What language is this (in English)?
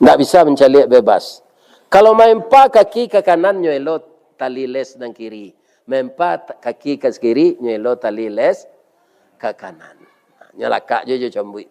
Minangkabau